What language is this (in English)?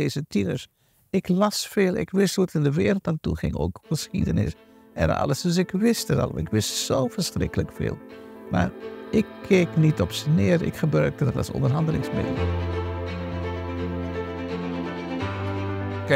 Dutch